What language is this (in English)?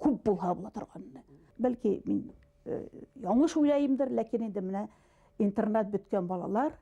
Bashkir